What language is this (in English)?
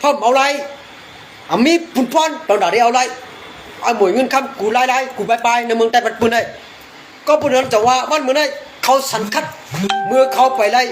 Shan